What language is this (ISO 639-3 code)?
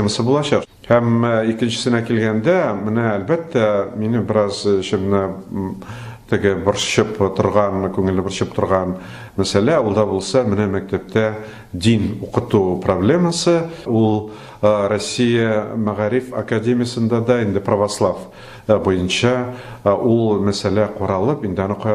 tat